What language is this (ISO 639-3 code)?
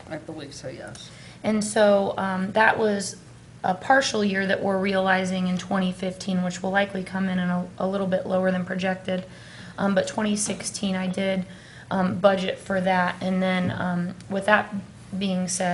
eng